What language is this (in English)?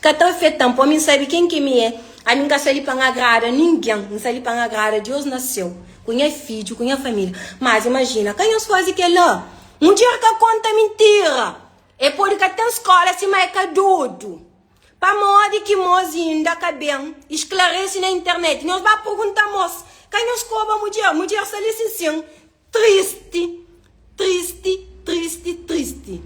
Kabuverdianu